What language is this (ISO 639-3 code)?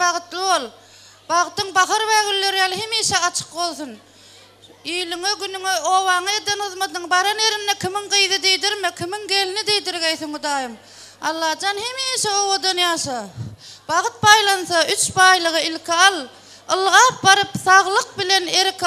tuk